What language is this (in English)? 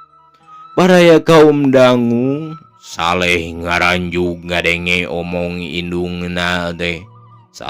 Sundanese